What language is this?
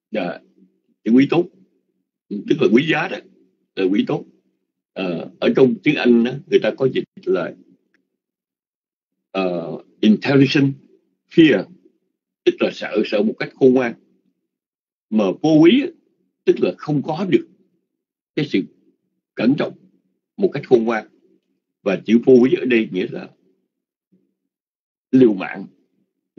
Vietnamese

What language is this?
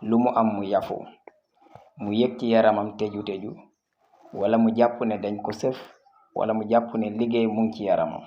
Wolof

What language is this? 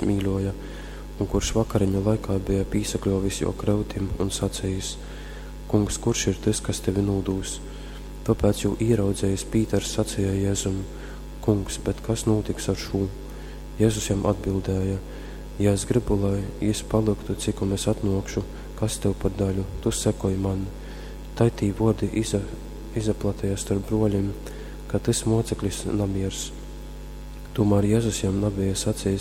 Latgalian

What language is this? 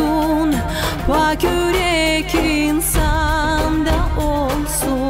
Gagauz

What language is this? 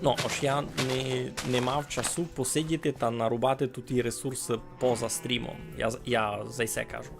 Rusyn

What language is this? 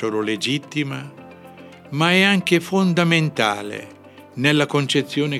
Italian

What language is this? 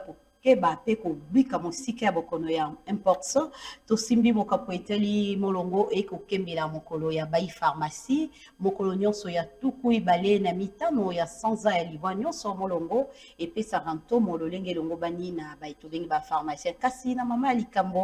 Lingala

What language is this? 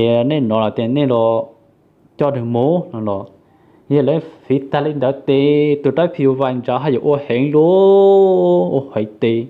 Hmong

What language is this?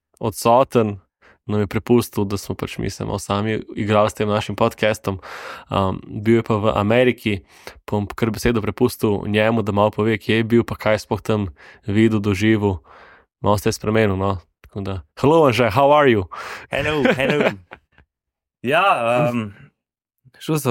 Slovenian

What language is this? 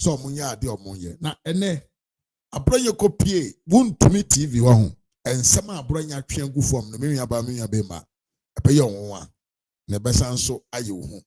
Akan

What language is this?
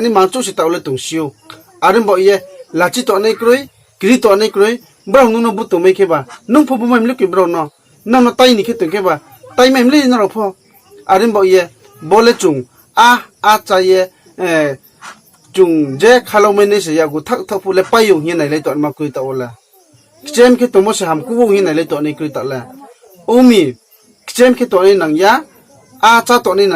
Riang (India)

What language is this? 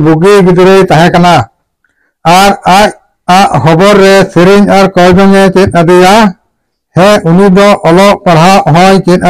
Santali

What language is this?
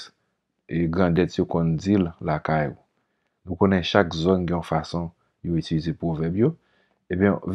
Haitian Creole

